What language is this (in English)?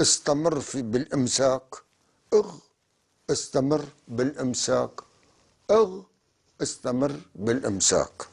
North Levantine Arabic